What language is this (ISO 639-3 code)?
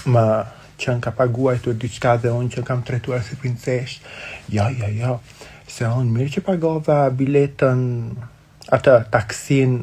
sqi